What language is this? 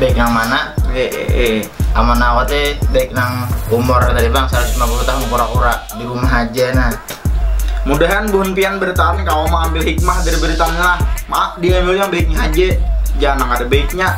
Banjar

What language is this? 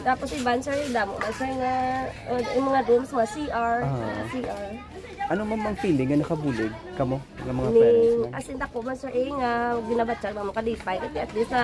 Hiligaynon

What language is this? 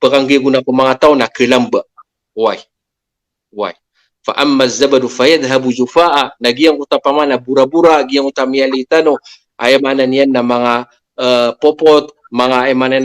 Maranao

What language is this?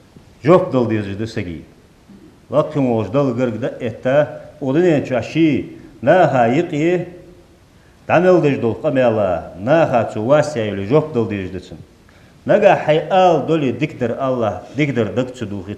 Ingush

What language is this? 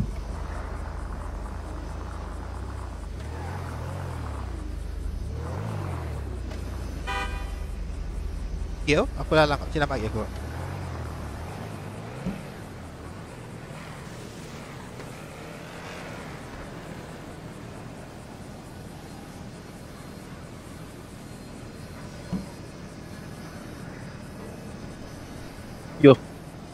Malay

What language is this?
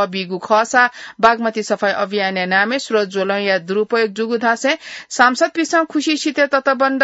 Newari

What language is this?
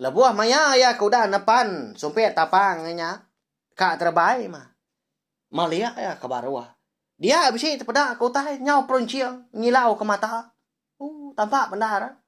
Iban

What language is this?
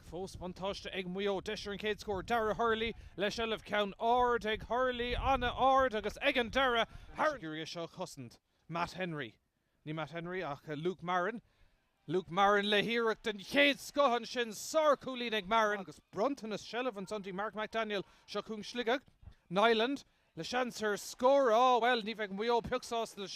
Irish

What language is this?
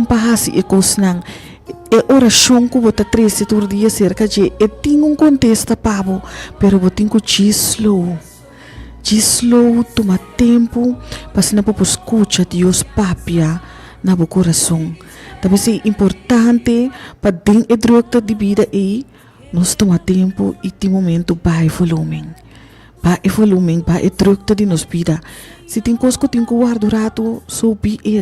Papiamento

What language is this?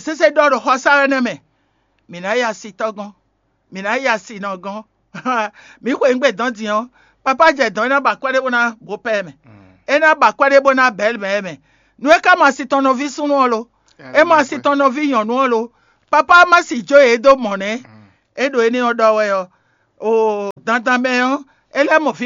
Fon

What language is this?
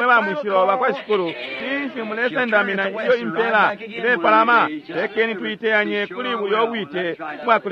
Bemba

